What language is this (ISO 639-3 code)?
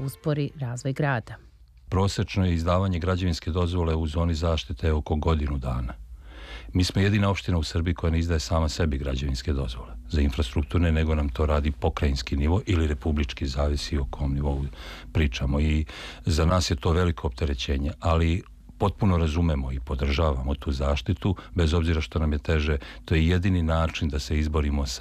srp